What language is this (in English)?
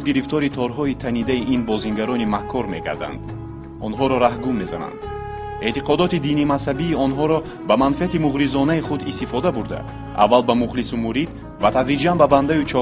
Tajik